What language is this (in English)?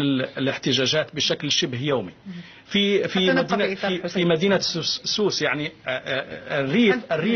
Arabic